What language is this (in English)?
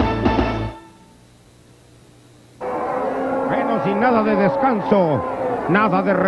Spanish